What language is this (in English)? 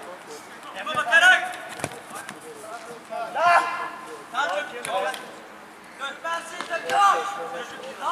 Turkish